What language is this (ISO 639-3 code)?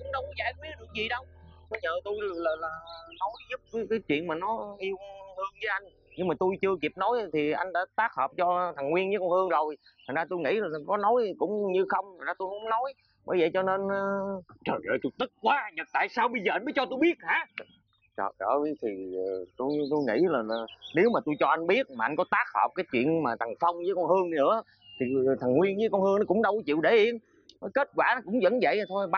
vie